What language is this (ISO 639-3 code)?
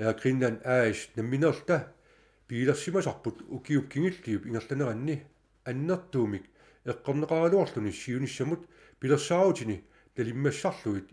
kal